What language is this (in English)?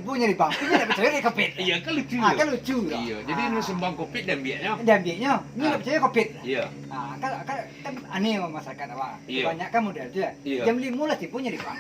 Minangkabau